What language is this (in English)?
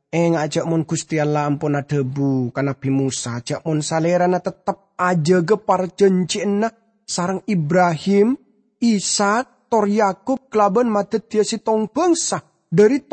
Madurese